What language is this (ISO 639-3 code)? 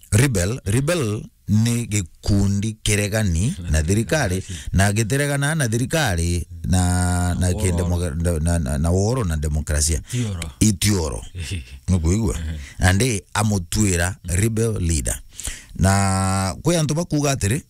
mer